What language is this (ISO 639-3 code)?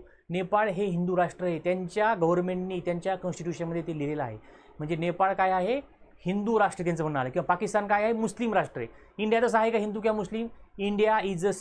mar